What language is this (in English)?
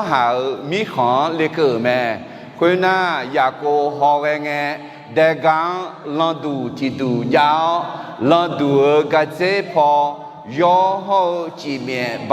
Akha